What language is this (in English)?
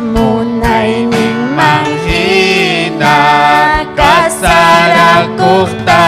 Ayacucho Quechua